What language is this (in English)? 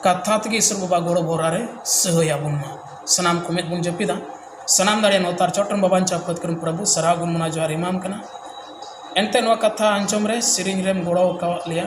Santali